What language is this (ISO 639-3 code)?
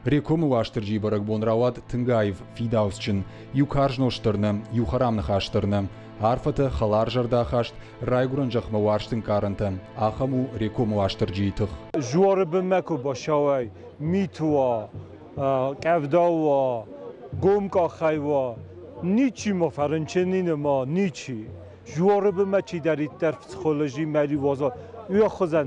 oss